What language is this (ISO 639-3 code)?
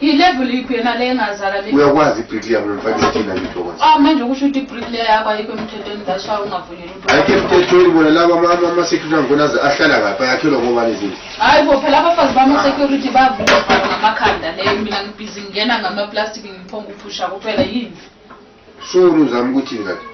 zul